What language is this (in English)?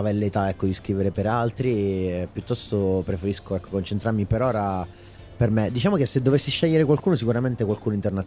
Italian